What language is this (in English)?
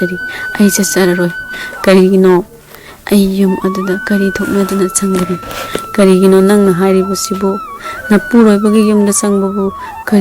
Manipuri